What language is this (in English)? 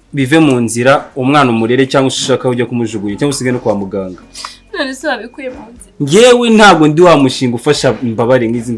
Kinyarwanda